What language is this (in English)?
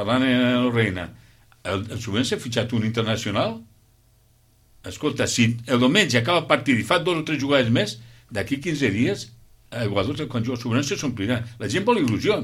Catalan